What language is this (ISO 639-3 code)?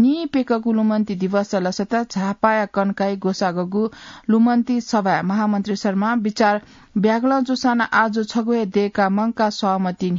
new